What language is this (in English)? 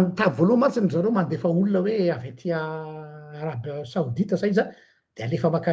Malagasy